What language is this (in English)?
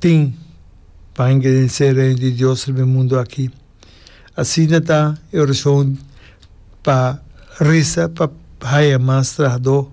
Papiamento